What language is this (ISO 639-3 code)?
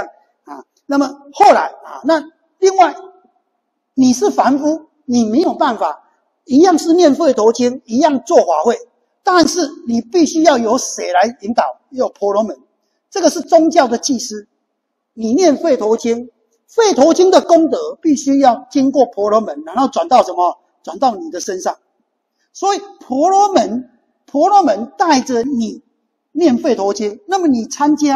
zho